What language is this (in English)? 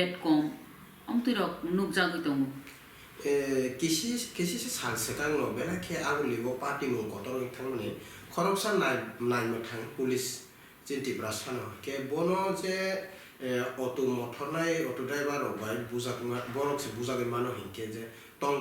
Kok Borok